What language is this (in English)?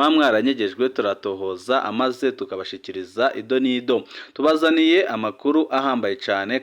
Rundi